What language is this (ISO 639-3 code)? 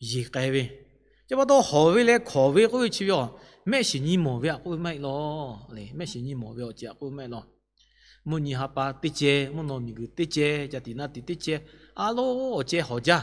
lhu